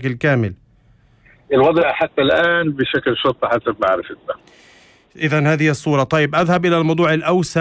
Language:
North Levantine Arabic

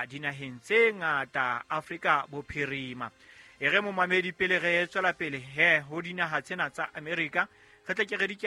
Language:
Southern Sotho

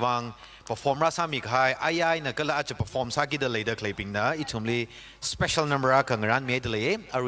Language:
Tangkhul Naga (India)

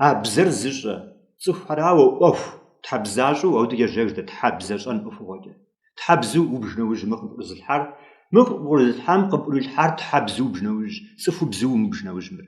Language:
Kabardian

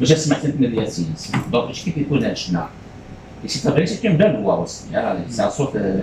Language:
Kabyle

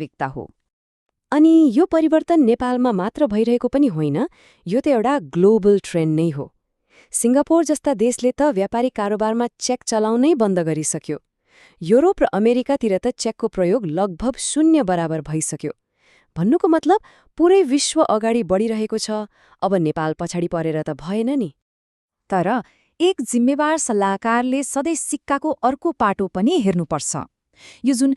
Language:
Nepali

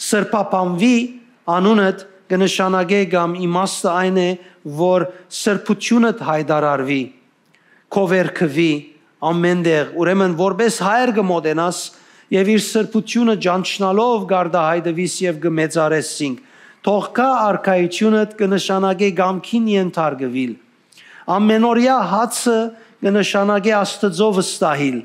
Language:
Western Armenian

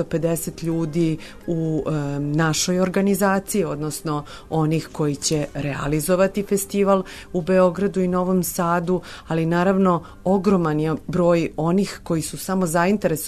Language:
Serbian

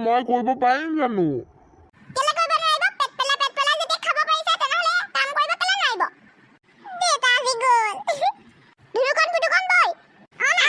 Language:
Assamese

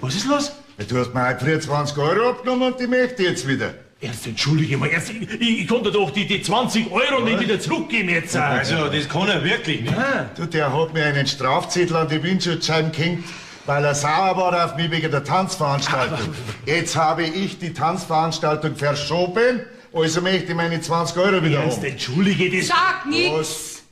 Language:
Bavarian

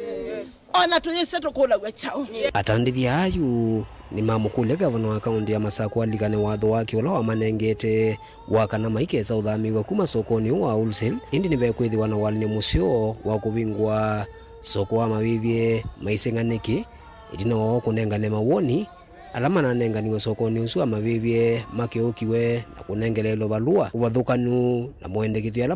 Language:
Kamba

